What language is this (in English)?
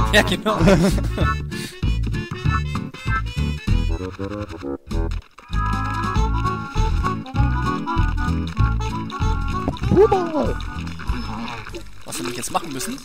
German